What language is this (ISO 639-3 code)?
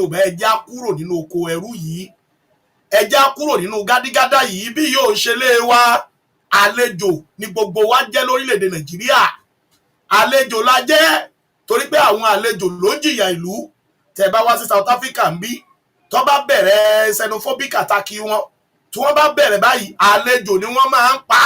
yor